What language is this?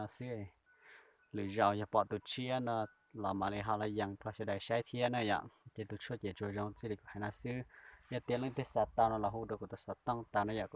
Hmong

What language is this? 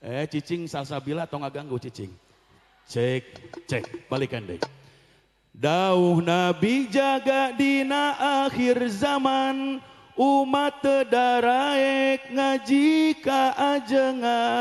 Sundanese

